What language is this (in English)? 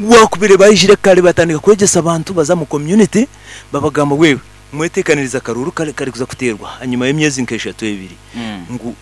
Nyankole